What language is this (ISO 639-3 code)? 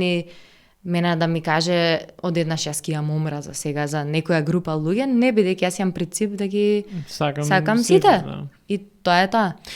mkd